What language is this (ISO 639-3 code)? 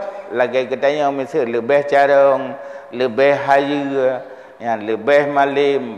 ace